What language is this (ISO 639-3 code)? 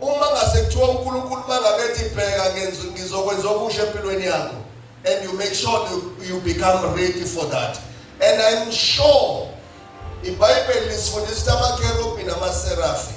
zul